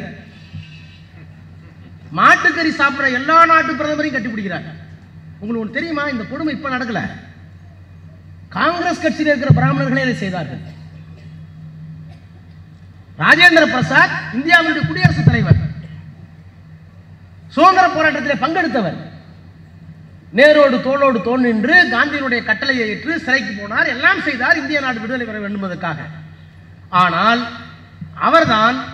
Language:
Tamil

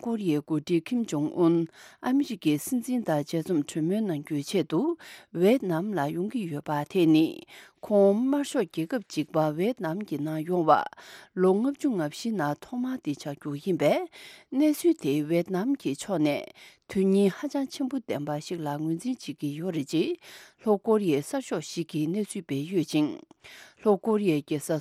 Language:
Tibetan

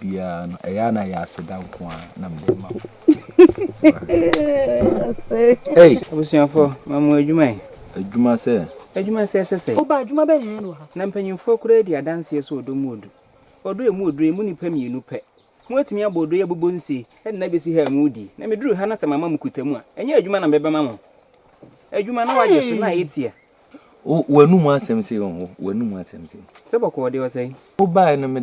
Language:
Akan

